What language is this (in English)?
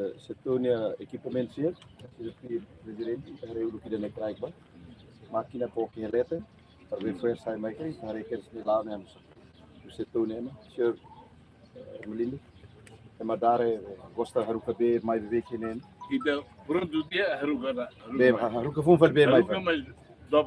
Tetum